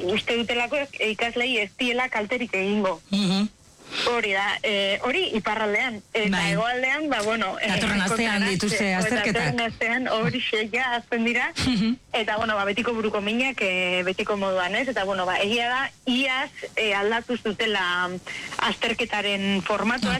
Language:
Basque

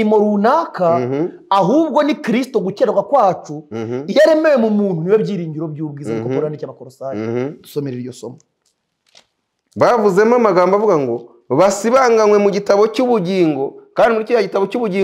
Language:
Kinyarwanda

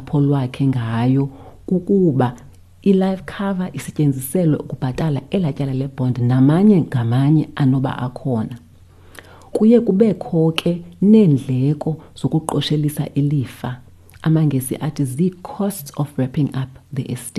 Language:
Xhosa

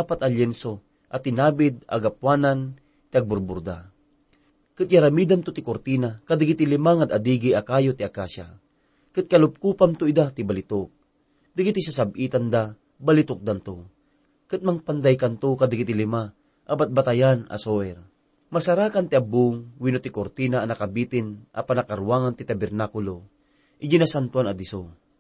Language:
Iloko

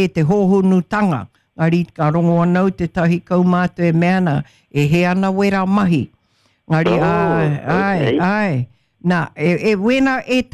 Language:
Māori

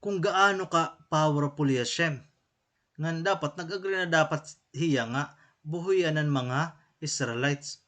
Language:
Waray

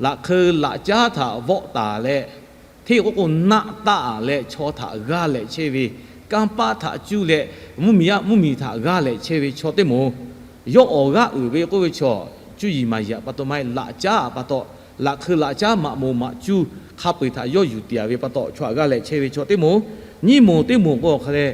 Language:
Lahu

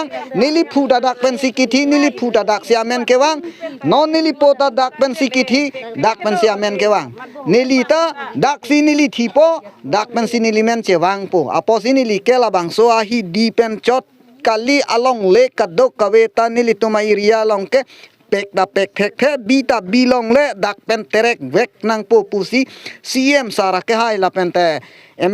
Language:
Karbi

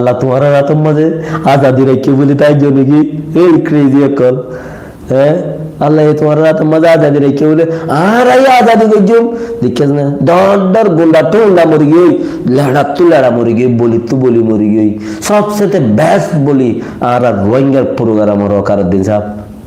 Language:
Rohingya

